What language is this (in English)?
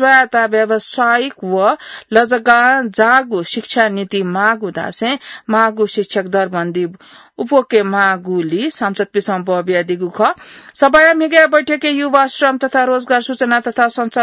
Newari